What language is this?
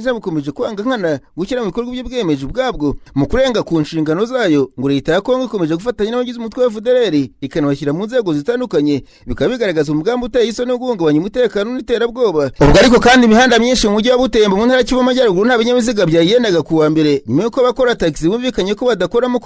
Kinyarwanda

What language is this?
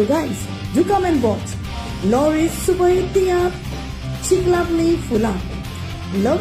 Konkani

